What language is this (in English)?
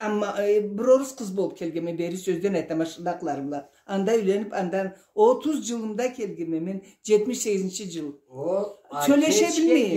Karachay-Balkar